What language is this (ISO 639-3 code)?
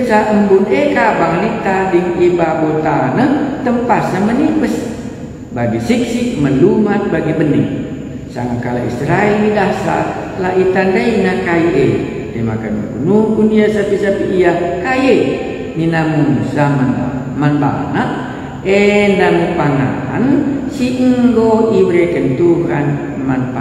btx